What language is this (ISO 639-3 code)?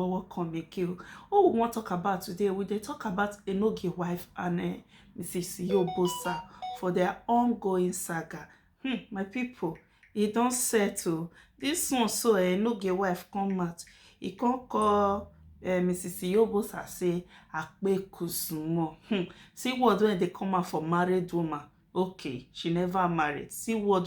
pcm